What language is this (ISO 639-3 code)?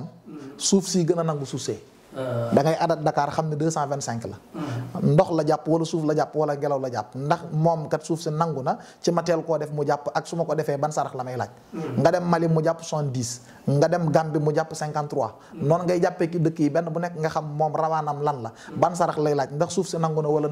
wol